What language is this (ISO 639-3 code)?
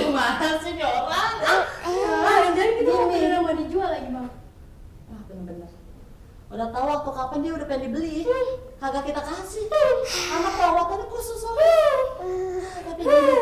bew